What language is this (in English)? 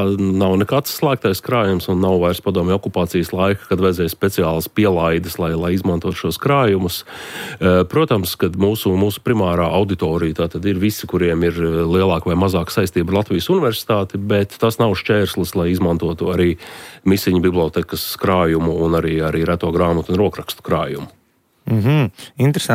Latvian